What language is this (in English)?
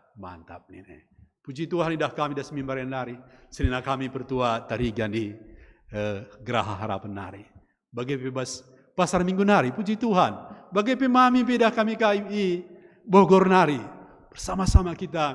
Batak Karo